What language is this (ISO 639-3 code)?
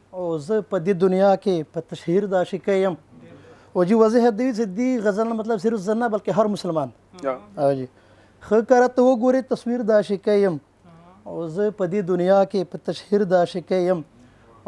pus